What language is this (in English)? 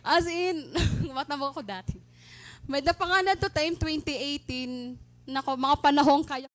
Waray